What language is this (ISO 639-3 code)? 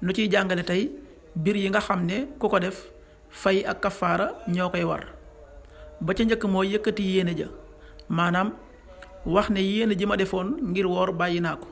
wol